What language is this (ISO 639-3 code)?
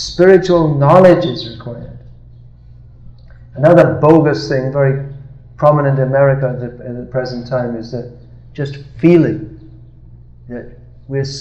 eng